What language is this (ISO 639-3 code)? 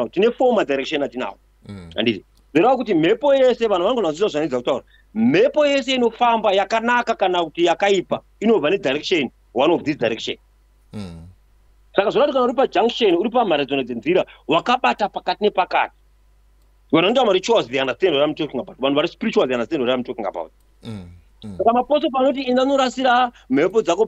sna